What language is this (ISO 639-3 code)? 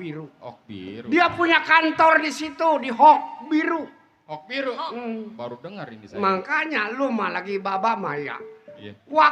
bew